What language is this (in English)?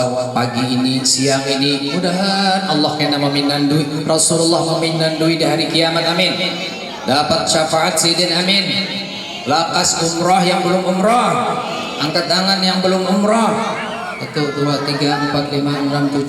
Banjar